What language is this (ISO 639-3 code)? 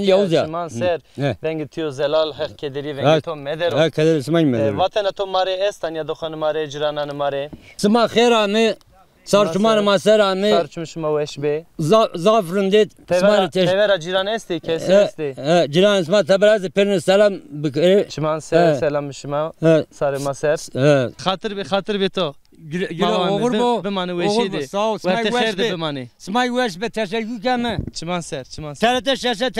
zza